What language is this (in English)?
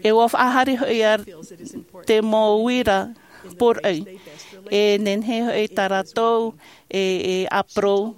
Tahitian